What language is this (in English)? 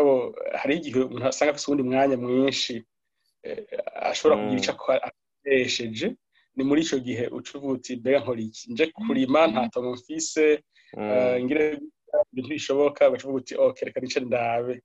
Rundi